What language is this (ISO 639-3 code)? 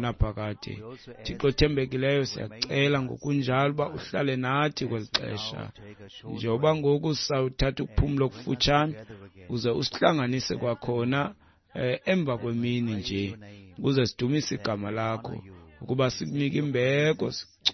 xho